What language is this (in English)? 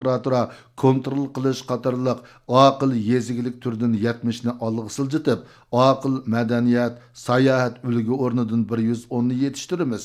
Uyghur